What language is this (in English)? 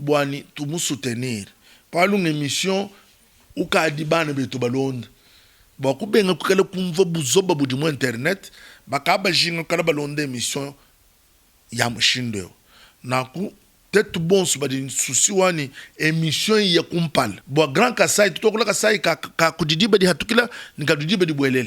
Luba-Lulua